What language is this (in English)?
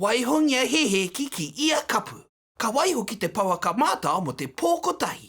Māori